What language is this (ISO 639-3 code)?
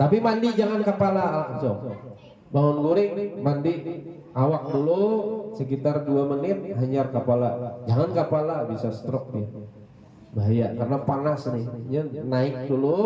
bjn